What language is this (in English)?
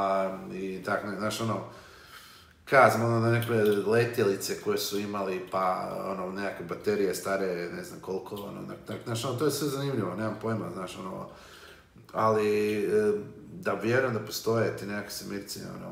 Croatian